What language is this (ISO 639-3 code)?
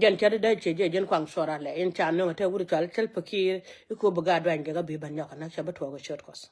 nus